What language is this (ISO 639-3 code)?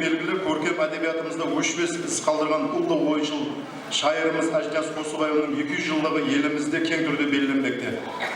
kaa